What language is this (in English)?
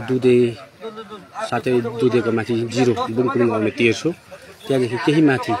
Nepali